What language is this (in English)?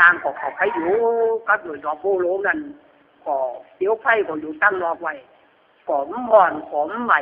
Lü